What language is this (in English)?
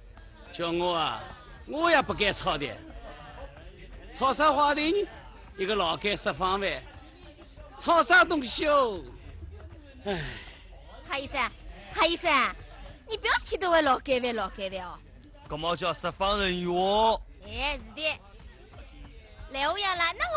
Wu Chinese